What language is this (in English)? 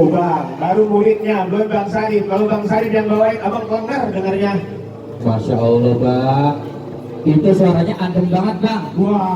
Betawi